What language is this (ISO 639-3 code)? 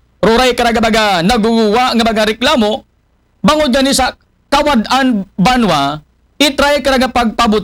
akl